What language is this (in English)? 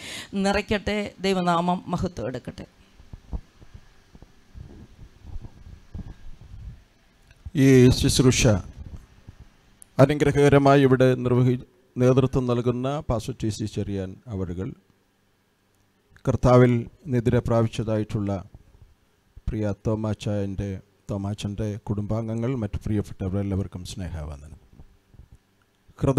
Malayalam